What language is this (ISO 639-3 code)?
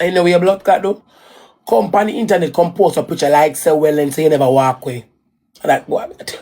jam